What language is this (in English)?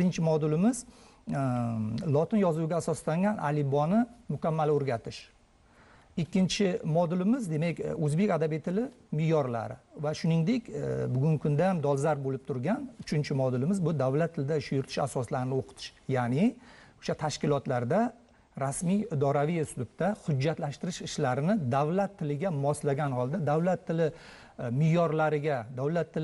Uzbek